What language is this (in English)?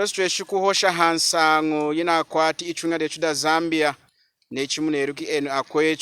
Lunda